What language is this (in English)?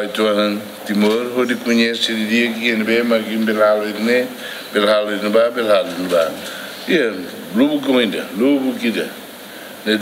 Tetum